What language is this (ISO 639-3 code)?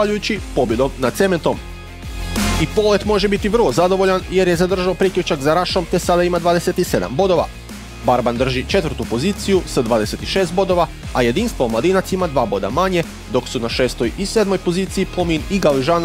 hrv